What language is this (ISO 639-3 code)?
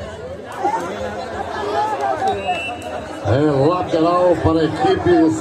por